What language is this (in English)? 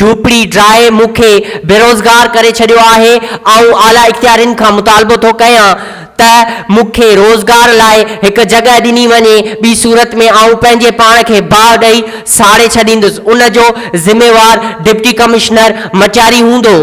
Sindhi